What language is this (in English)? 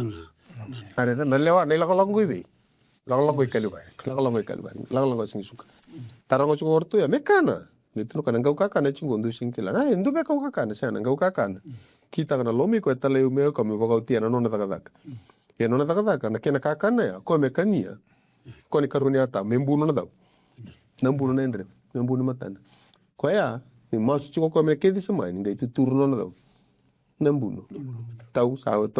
Fijian